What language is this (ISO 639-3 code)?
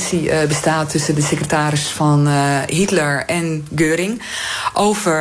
nld